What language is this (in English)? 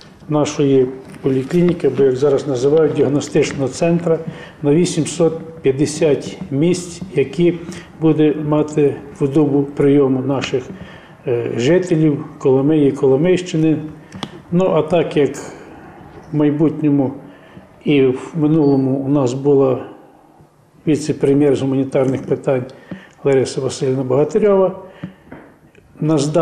Ukrainian